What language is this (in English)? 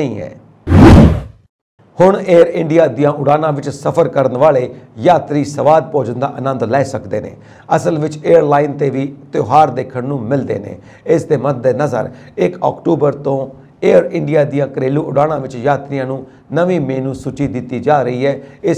Punjabi